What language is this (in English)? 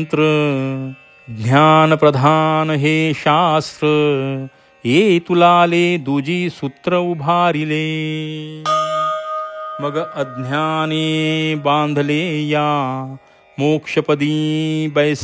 Marathi